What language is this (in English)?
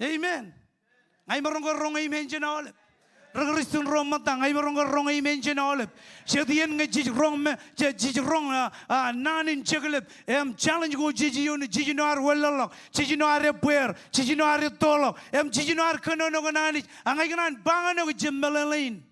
Marshallese